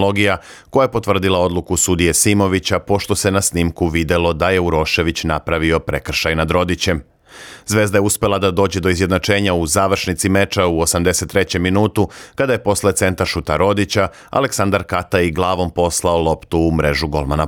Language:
Serbian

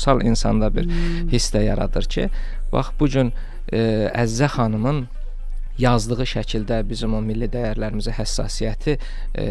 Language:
Azerbaijani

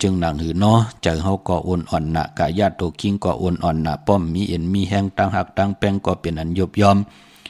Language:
Shan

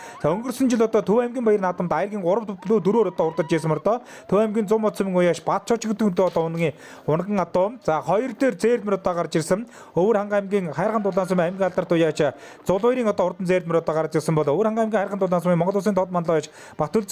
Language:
Mongolian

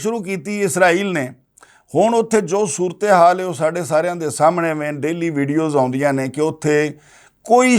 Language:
Western Panjabi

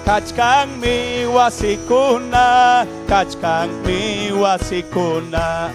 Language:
Ayacucho Quechua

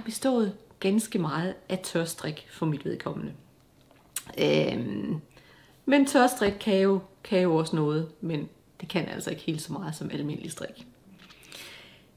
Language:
Danish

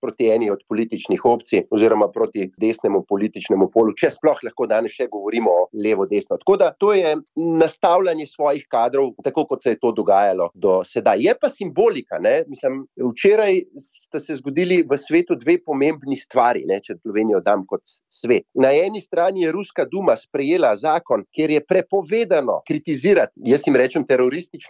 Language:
Slovenian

